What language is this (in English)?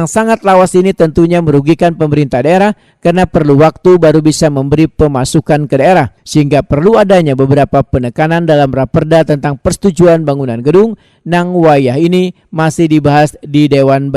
Banjar